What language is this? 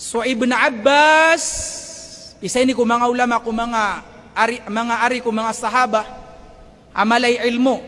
Maranao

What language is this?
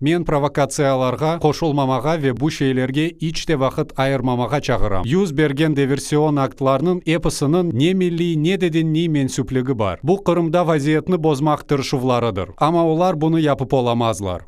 Crimean Tatar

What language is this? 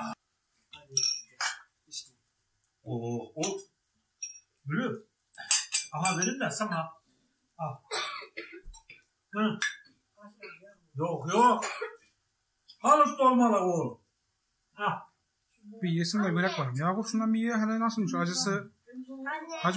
Turkish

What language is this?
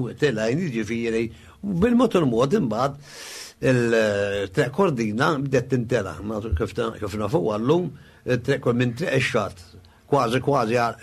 Maltese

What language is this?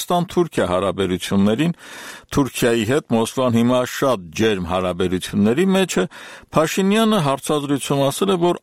Armenian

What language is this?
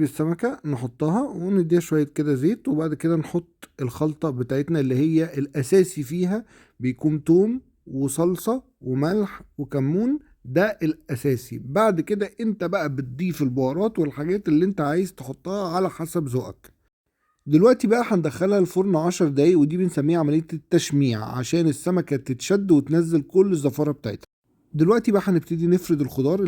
Egyptian Arabic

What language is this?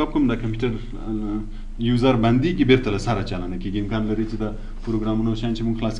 Pashto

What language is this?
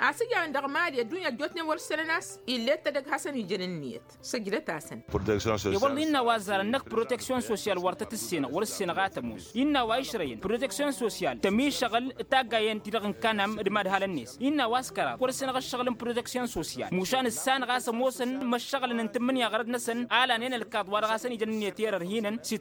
Tamasheq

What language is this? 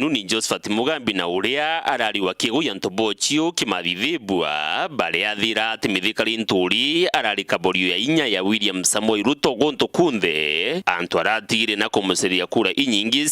Meru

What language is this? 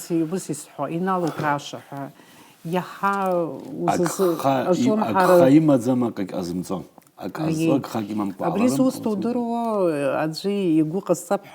Abkhazian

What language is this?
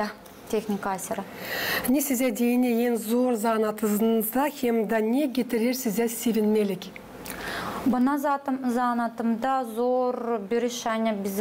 Gagauz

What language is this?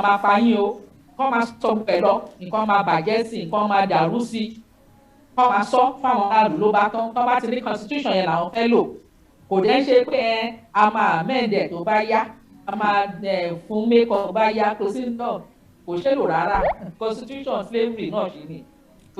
Yoruba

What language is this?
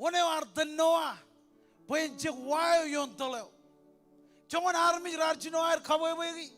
Marshallese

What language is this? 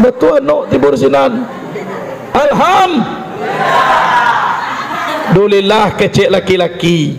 Minangkabau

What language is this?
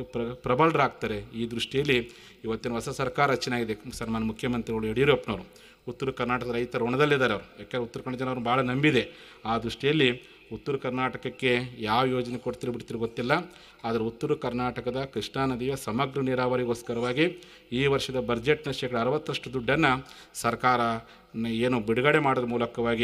Kannada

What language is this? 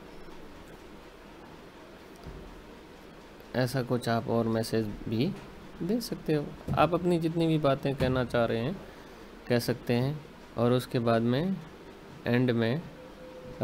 Hindi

